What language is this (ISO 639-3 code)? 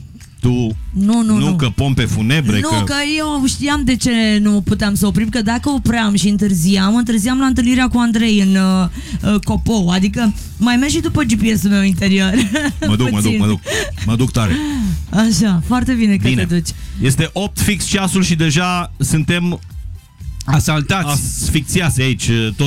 ron